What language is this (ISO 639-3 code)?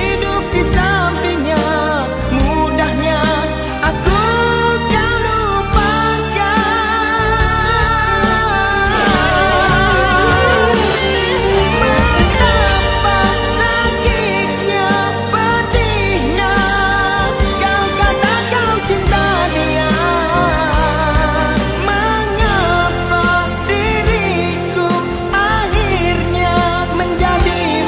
msa